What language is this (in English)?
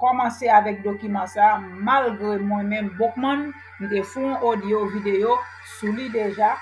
Haitian Creole